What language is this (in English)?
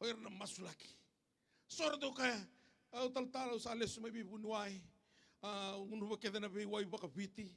Fijian